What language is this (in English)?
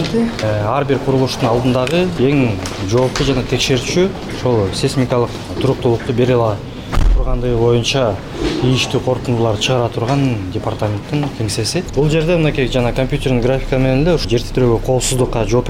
Kyrgyz